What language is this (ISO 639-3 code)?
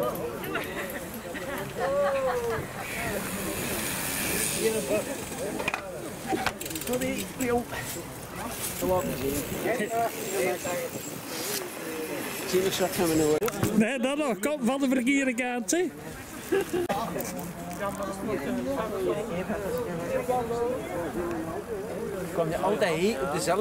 nld